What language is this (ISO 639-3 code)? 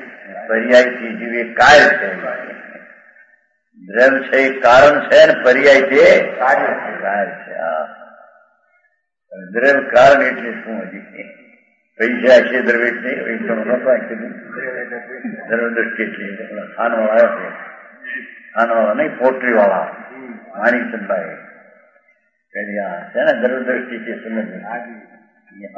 guj